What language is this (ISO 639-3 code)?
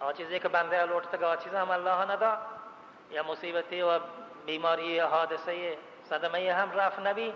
bal